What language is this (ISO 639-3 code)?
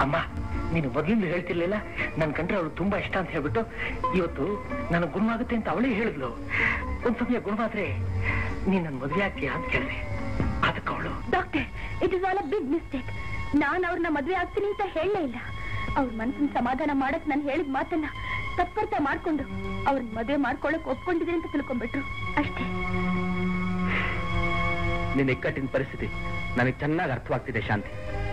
kan